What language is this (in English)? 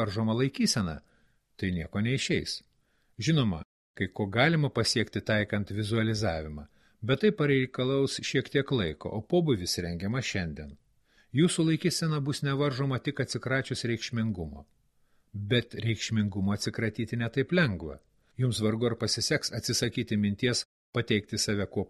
Lithuanian